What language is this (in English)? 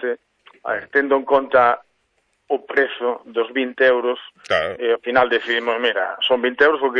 Galician